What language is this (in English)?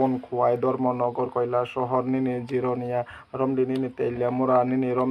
Kok Borok